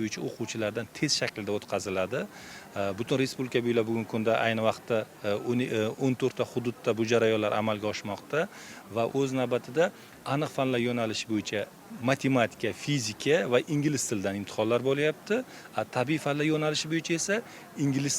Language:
Uzbek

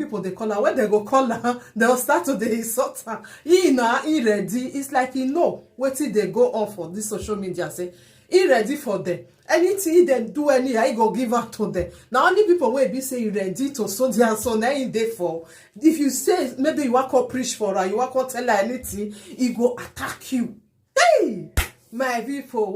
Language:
Nigerian Pidgin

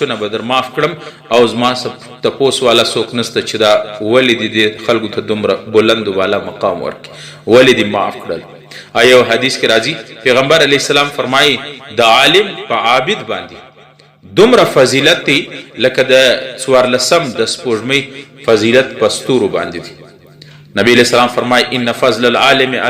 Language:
Pashto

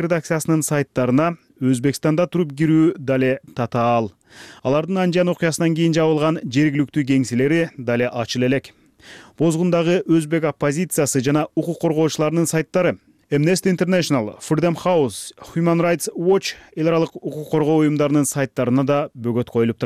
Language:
Kyrgyz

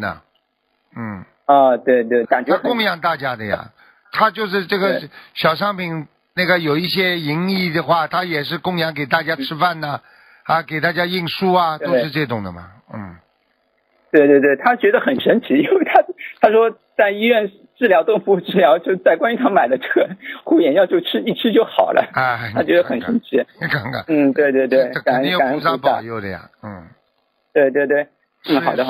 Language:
Chinese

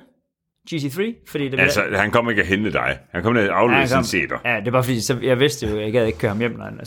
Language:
Danish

